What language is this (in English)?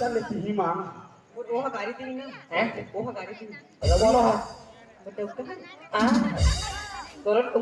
Chhattisgarhi